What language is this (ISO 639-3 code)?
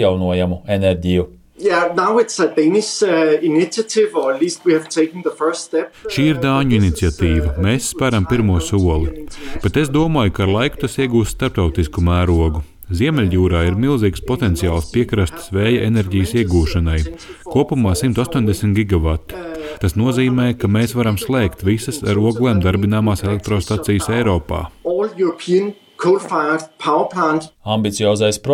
lav